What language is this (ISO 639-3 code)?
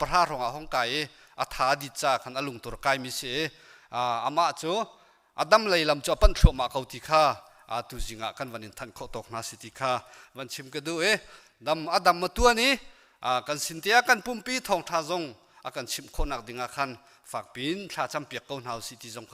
cnh